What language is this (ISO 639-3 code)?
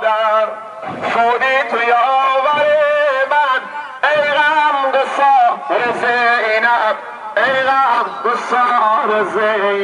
fas